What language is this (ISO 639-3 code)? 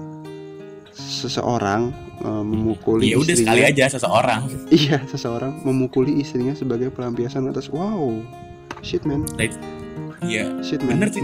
ind